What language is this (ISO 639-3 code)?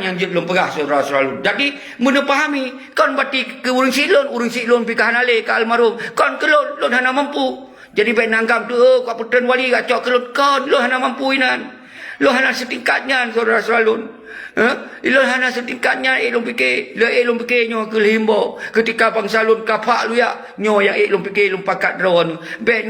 ace